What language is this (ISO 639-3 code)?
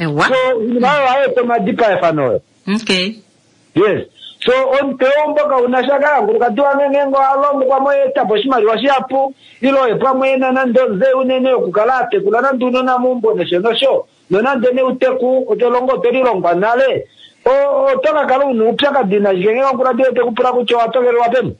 kua